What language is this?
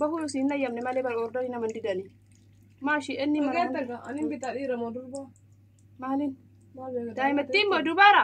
Oromo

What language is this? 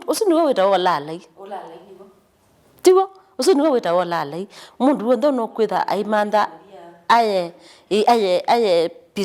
Kamba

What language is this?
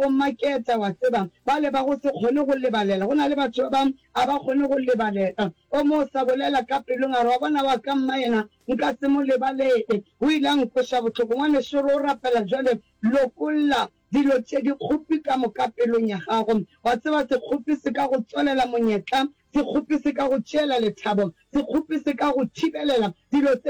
Northern Sotho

